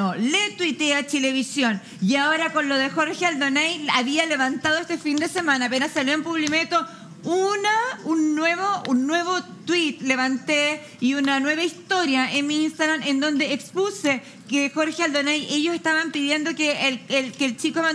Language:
Spanish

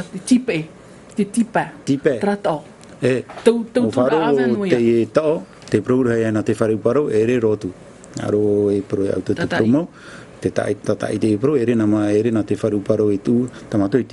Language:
Tahitian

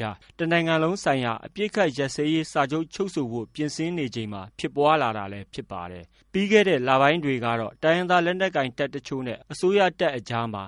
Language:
Burmese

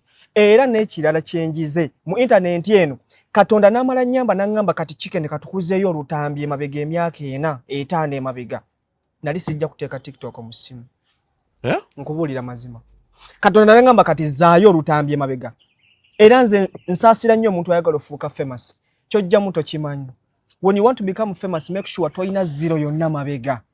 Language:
Ganda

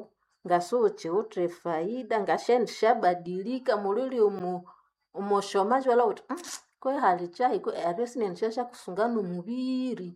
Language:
Nande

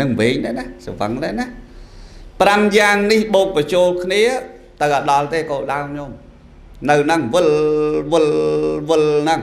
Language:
Khmer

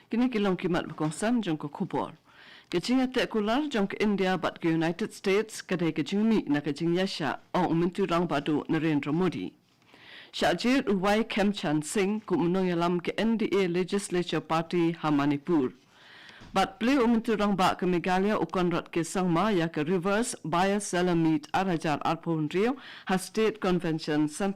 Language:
Khasi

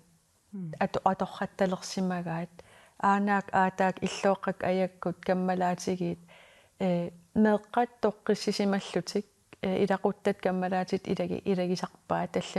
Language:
Kalaallisut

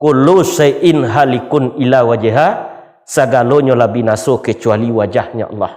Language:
Minangkabau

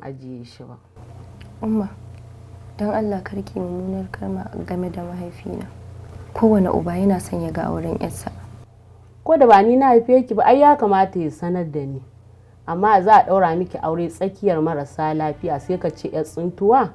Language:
Hausa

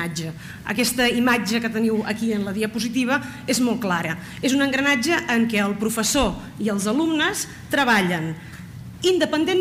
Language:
Catalan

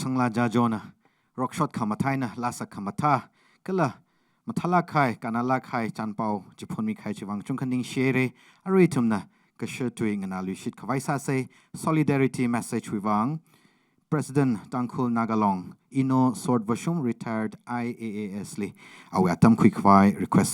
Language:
Tangkhul Naga (India)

